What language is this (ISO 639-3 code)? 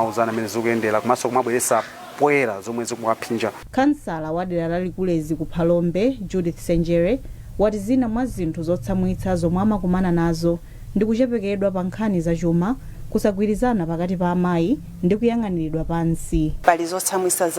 nya